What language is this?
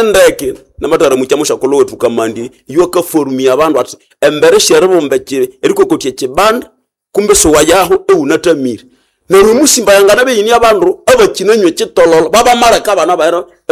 Nande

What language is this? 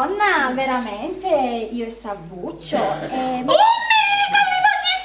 Sicilian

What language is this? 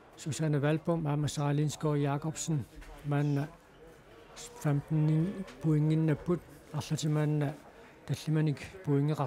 Kalaallisut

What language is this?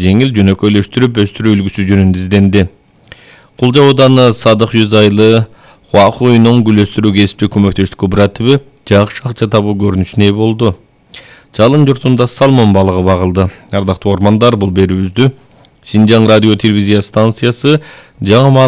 Kyrgyz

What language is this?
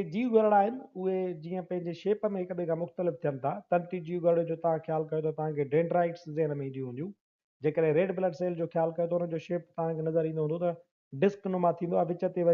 Sindhi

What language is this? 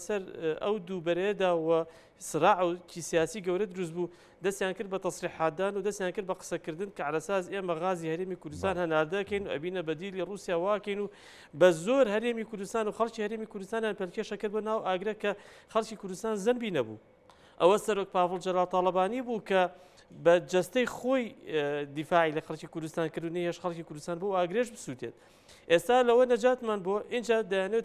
Central Kurdish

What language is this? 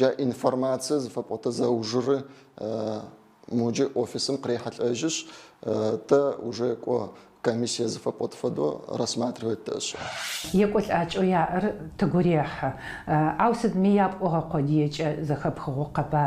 Adyghe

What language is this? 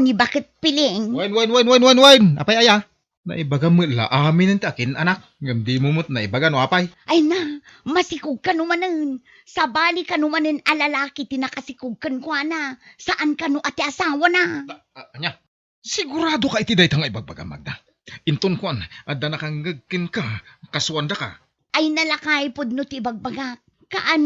Iloko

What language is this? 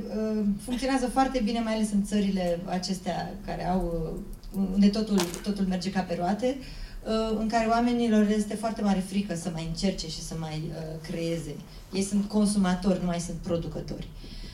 Romanian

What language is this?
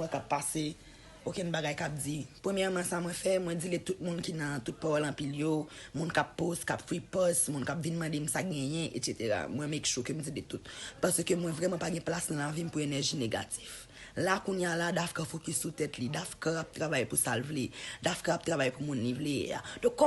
Haitian Creole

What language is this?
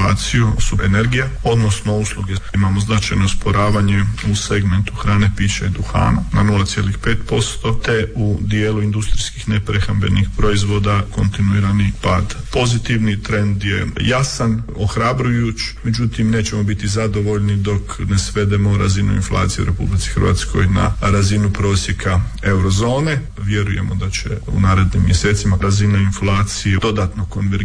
Croatian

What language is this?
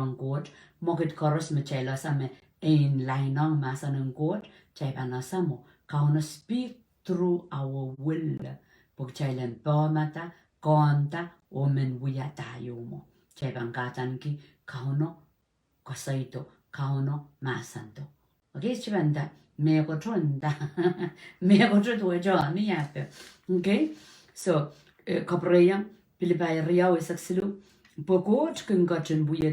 Pohnpeian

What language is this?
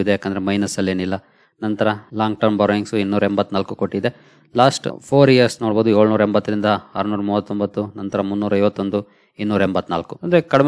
Kannada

